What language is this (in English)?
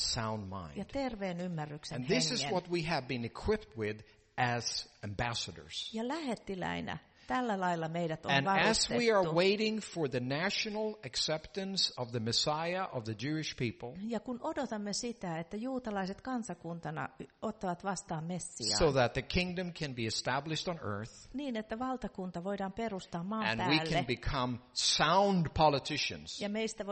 Finnish